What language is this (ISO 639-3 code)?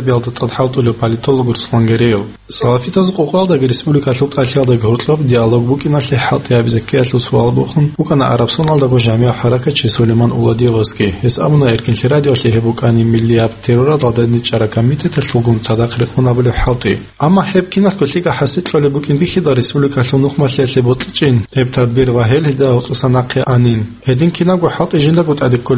ava